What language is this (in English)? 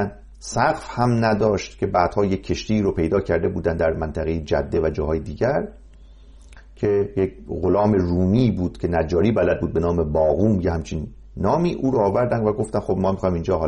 Persian